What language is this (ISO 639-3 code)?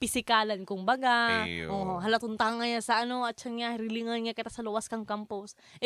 bik